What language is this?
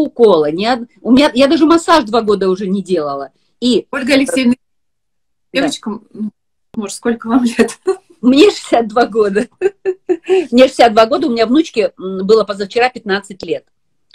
Russian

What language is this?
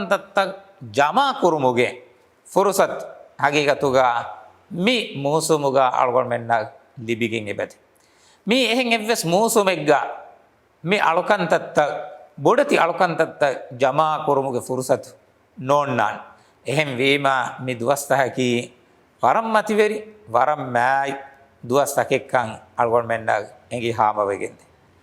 Divehi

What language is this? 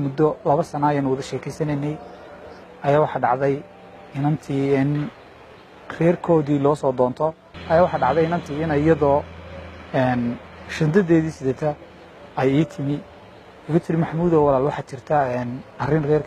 Somali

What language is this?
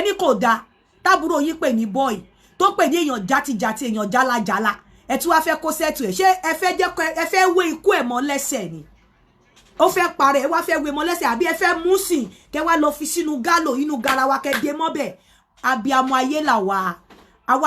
Yoruba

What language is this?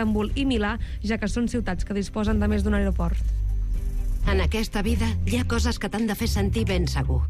Catalan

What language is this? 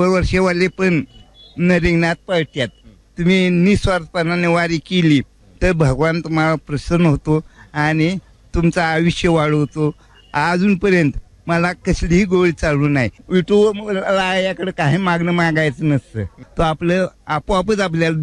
Marathi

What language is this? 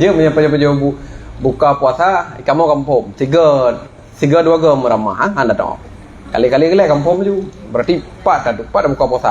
Achinese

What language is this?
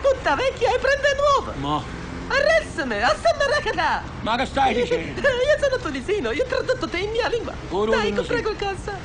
Neapolitan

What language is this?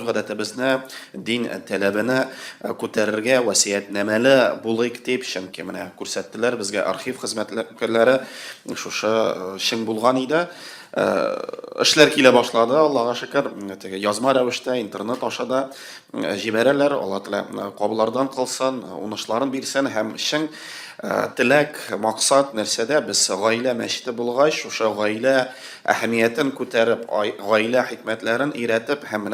Tatar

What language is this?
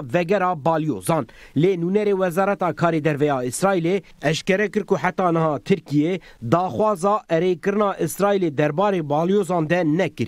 Kurdish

